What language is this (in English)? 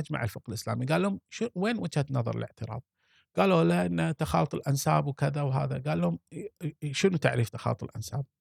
Gulf Arabic